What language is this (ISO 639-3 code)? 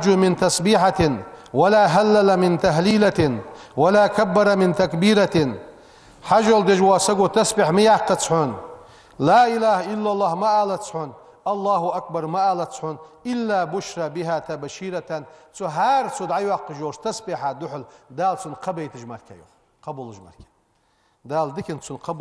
inh